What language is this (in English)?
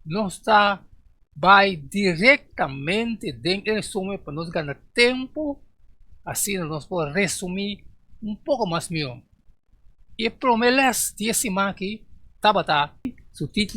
Papiamento